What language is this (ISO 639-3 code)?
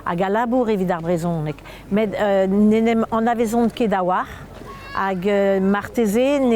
bre